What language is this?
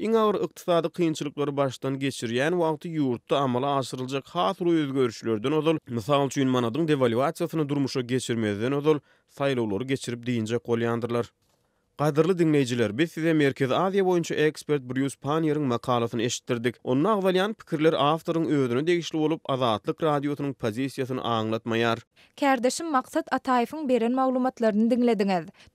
Turkmen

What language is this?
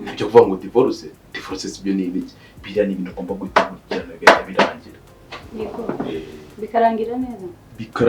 Kinyarwanda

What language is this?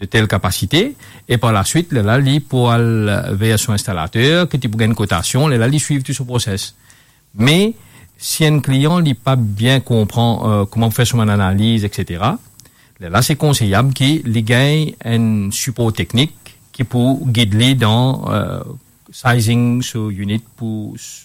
Morisyen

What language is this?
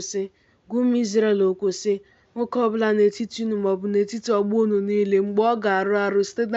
Igbo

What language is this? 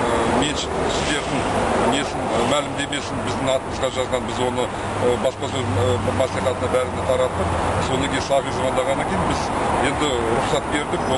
Kazakh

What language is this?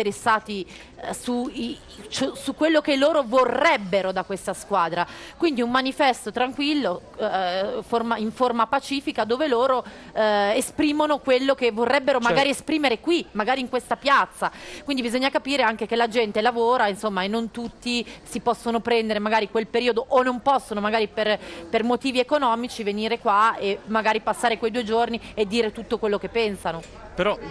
Italian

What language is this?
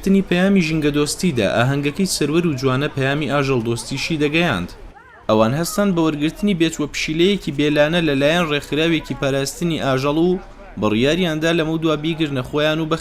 Central Kurdish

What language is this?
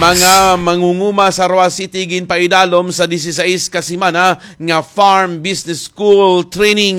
Hiligaynon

